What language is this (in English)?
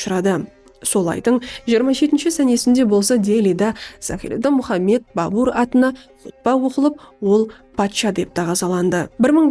Kara-Kalpak